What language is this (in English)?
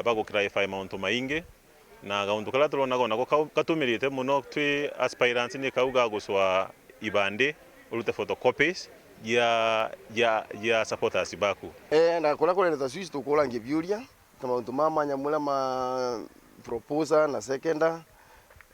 Meru